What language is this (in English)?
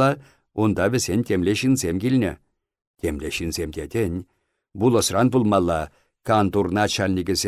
Chuvash